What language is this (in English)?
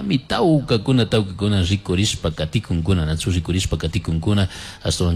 Chimborazo Highland Quichua